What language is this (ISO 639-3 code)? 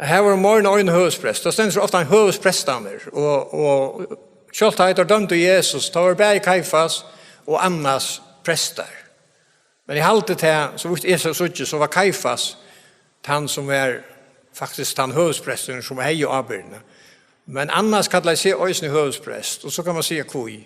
fao